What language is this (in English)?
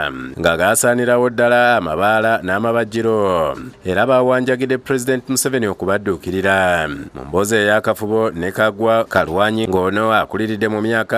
Ganda